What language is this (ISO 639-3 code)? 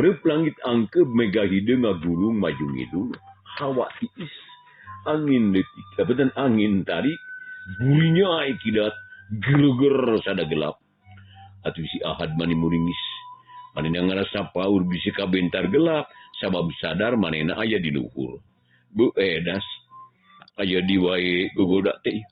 sun